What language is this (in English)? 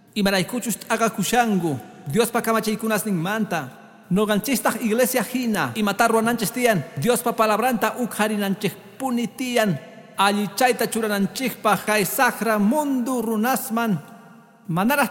Quechua